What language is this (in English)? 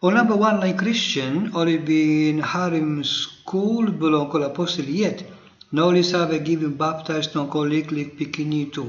Tok Pisin